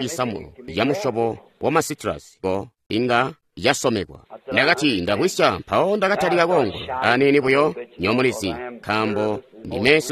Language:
Tonga (Zambia)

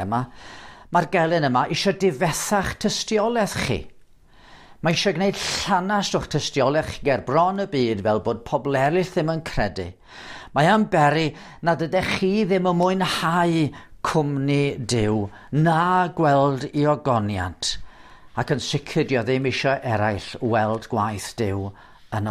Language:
Welsh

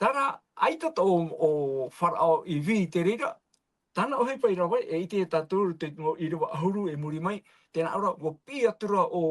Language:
Tahitian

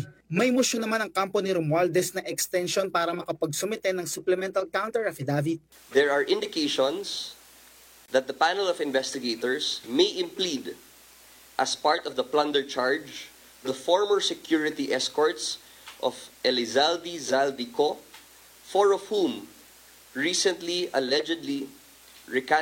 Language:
Filipino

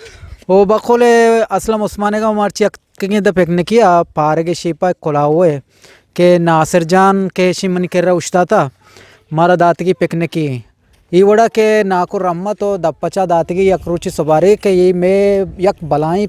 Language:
Eastern Balochi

